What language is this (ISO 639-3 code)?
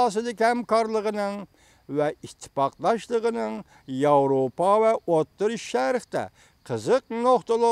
uig